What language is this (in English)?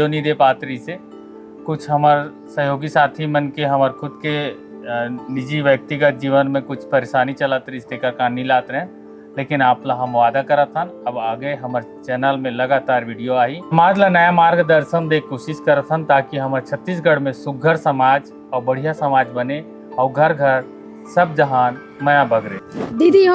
Chhattisgarhi